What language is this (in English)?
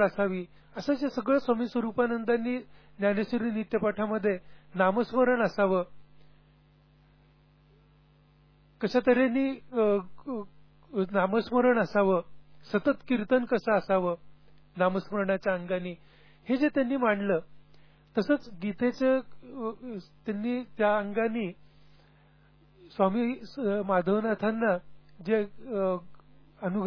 Marathi